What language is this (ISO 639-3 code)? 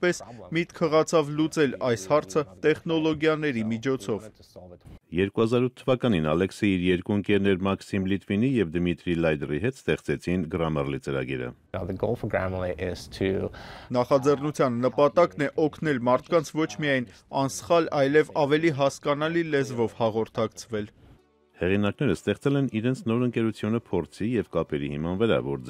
hye